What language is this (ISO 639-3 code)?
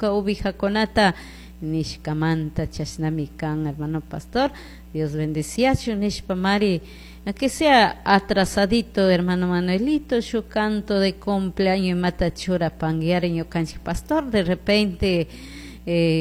qug